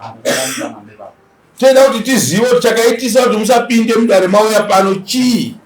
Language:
Shona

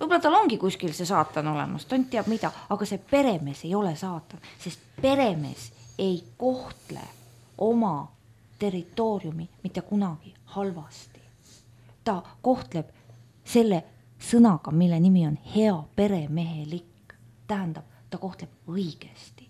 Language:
Estonian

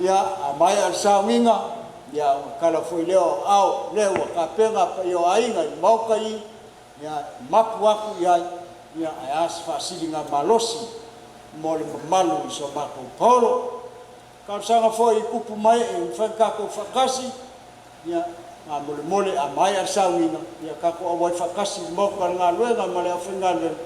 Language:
Samoan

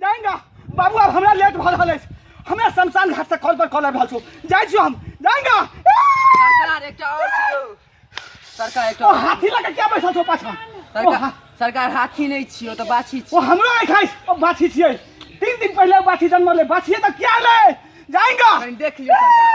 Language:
Maithili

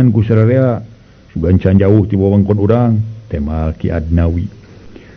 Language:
Sundanese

